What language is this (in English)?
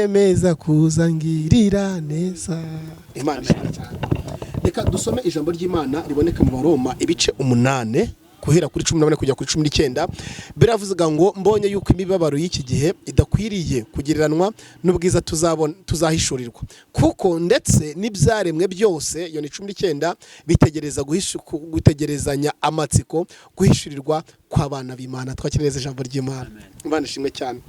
Kinyarwanda